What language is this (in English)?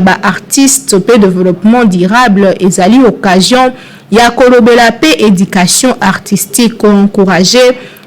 Lingala